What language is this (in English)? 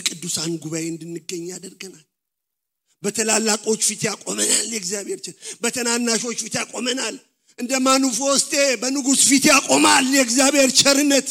Amharic